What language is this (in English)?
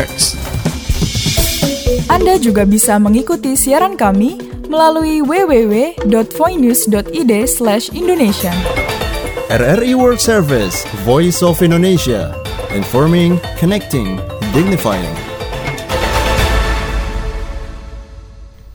Indonesian